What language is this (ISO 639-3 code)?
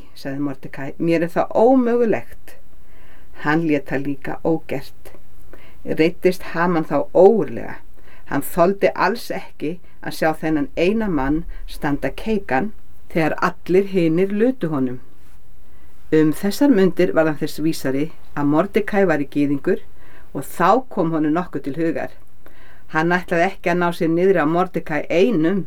isl